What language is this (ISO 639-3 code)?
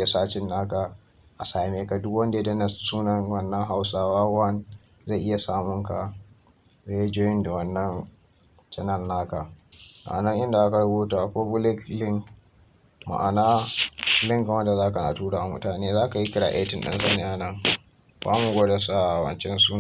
hau